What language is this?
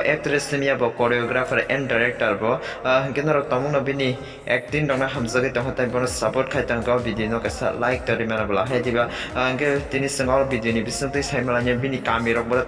Kok Borok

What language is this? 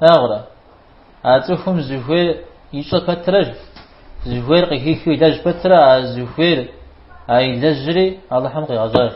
Kabardian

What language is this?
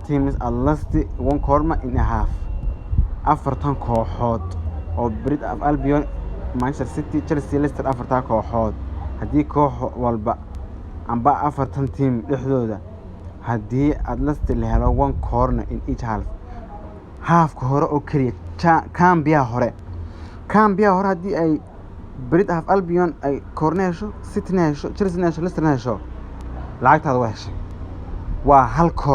Somali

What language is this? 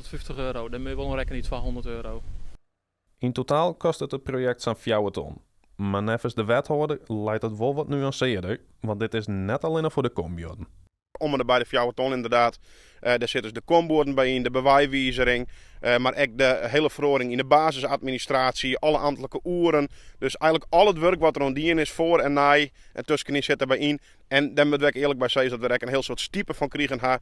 Western Frisian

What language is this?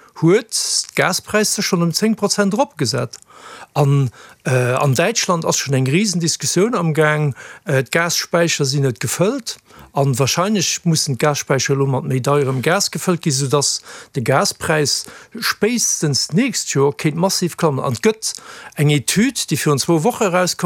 Luxembourgish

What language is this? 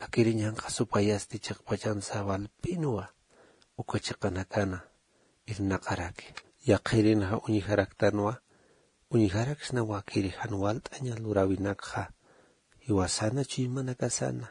Aymara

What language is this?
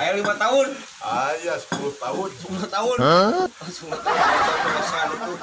Sundanese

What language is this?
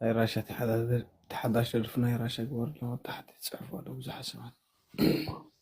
Tigrinya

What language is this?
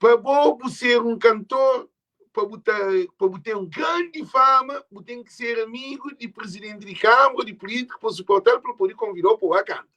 Kabuverdianu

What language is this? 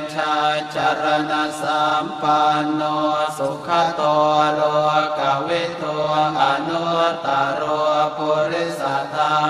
Pali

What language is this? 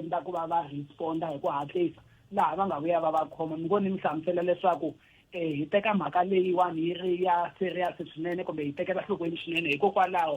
Tsonga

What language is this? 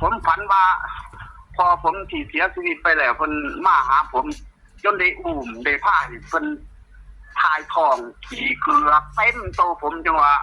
Northeastern Thai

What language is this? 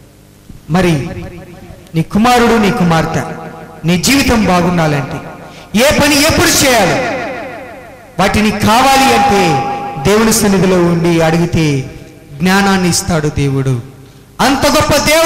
Telugu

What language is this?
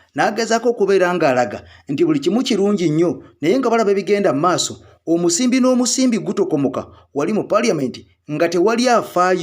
Ganda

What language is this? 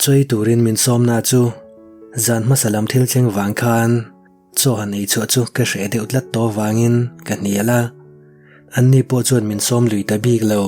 Mizo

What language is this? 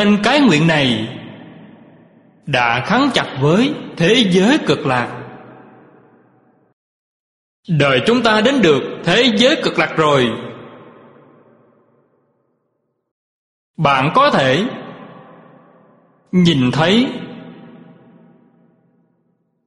Vietnamese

